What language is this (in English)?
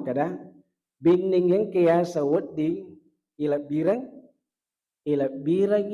Buginese